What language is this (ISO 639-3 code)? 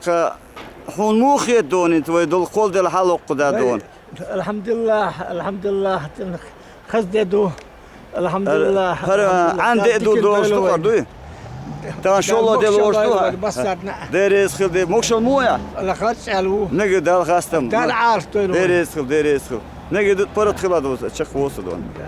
che